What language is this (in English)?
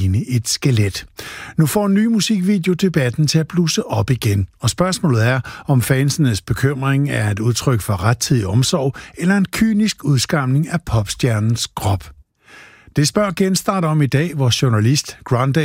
Danish